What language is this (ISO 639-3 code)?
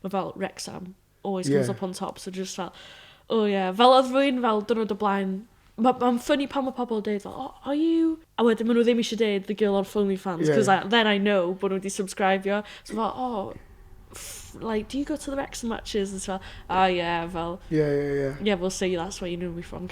cym